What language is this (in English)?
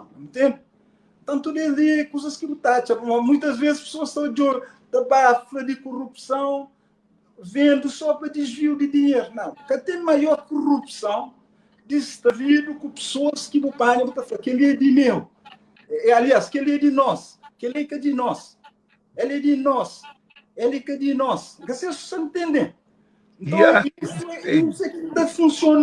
Kabuverdianu